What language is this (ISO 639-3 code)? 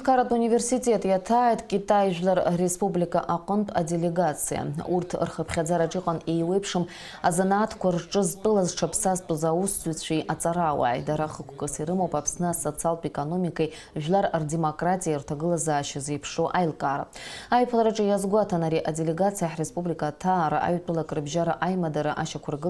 abk